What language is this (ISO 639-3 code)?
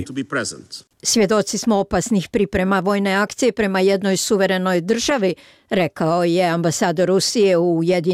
hrv